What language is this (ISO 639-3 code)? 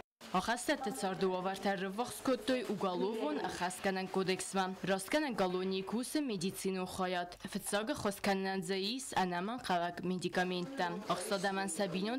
oss